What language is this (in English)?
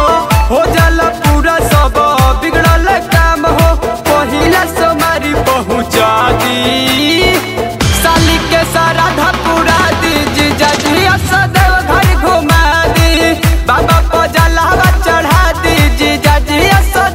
Bhojpuri